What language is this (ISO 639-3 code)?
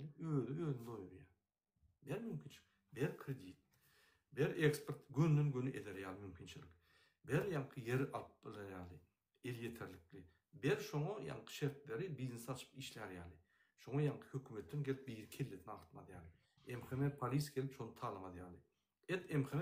tuk